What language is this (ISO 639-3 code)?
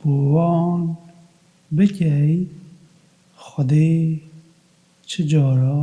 kur